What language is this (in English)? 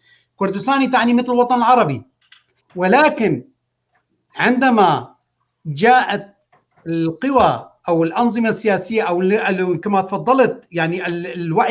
North Levantine Arabic